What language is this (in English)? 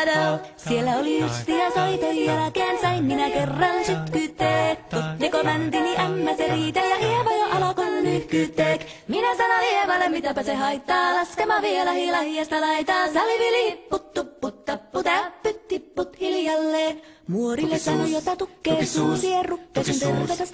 Finnish